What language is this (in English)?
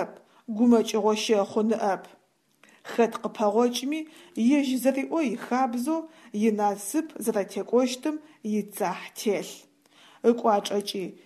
Adyghe